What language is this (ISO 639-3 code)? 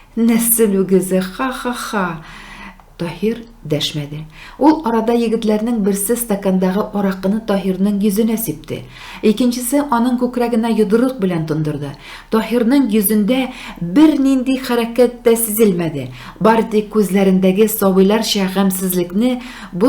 tat